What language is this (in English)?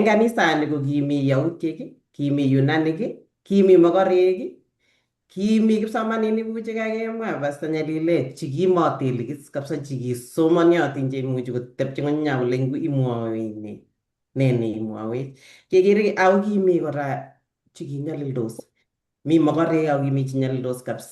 Kalenjin